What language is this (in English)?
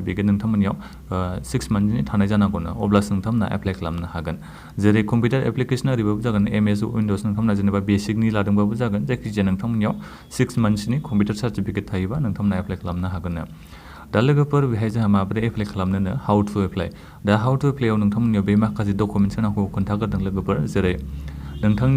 Bodo